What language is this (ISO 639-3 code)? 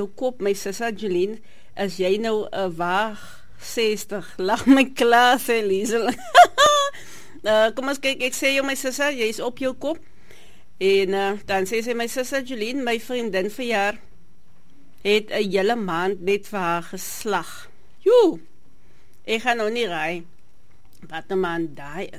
afr